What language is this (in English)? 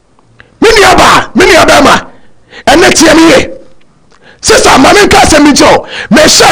Akan